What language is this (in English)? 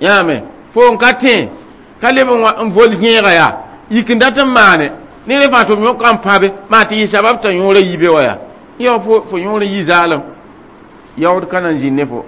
Mossi